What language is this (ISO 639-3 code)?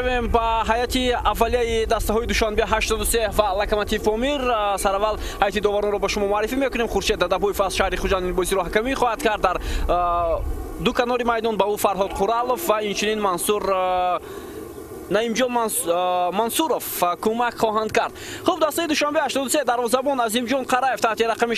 tgk